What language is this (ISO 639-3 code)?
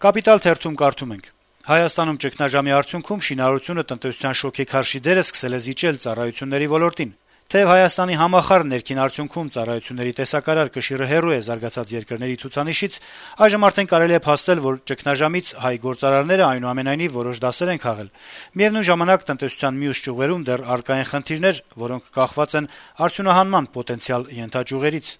hye